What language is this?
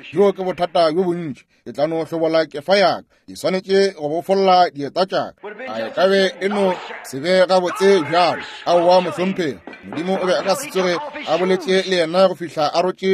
Northern Sotho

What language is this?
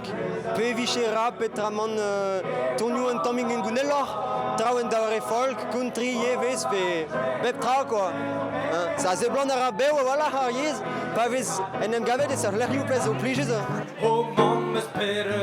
Breton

